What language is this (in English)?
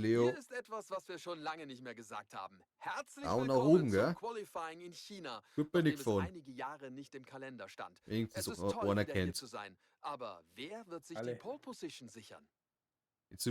Bavarian